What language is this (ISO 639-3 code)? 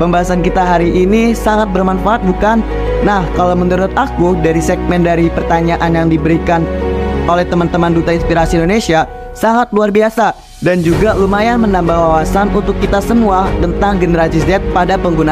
ind